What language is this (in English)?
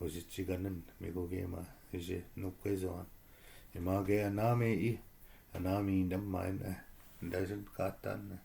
Chippewa